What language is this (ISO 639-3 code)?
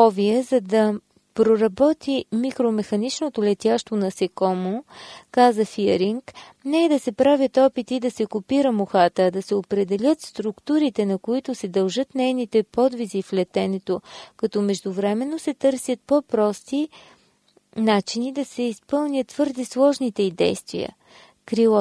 bul